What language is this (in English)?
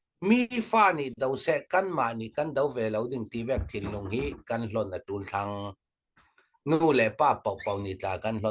Falam Chin